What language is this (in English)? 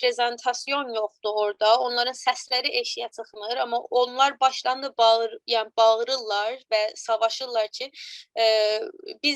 South Azerbaijani